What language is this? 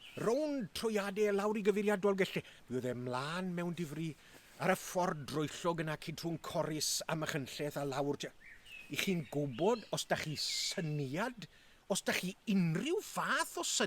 Welsh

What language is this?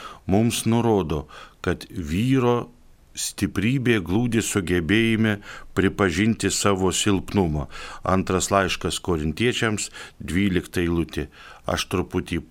Lithuanian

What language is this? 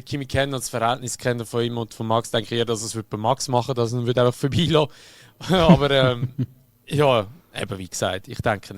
Swiss German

